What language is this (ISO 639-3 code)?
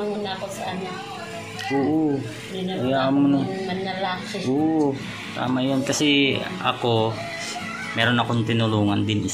fil